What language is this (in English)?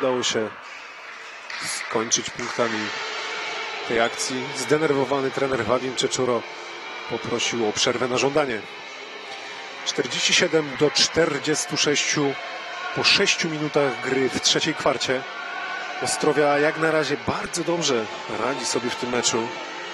Polish